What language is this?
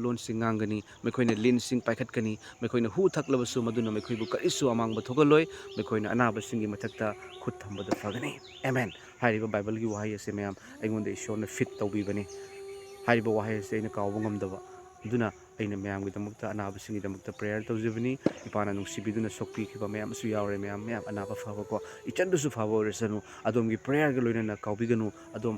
Manipuri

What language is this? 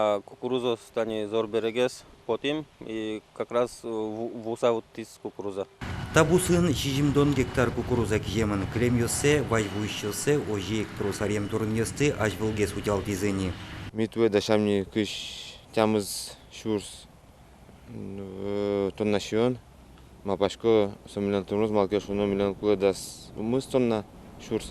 Udmurt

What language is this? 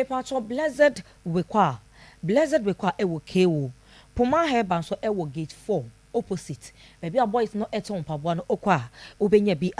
Akan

